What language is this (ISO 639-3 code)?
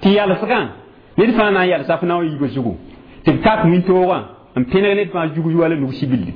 mos